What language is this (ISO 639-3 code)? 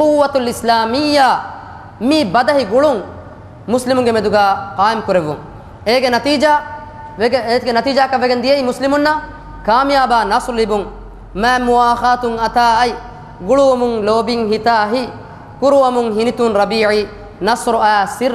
div